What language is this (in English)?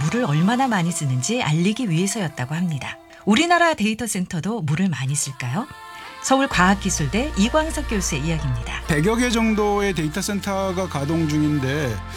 Korean